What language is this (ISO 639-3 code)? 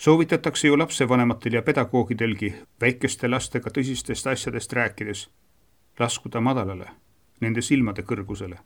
est